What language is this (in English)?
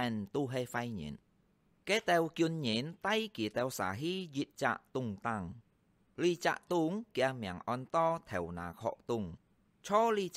Hakka Chinese